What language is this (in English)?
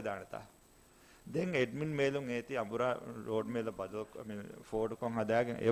Divehi